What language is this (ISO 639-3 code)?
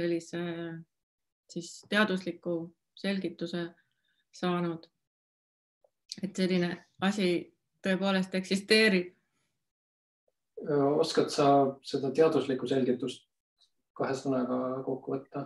est